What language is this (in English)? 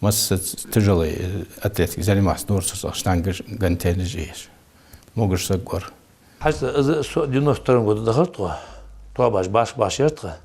Ingush